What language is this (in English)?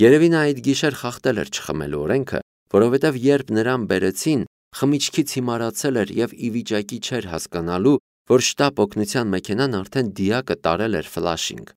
Armenian